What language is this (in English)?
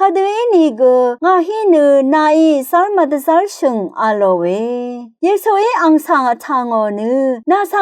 Rawang